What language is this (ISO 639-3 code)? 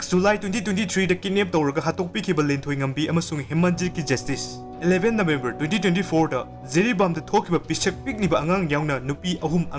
mni